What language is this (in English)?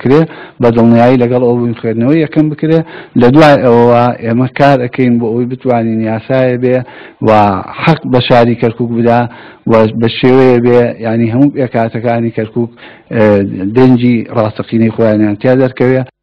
Central Kurdish